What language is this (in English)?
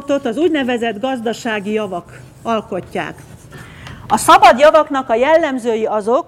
Hungarian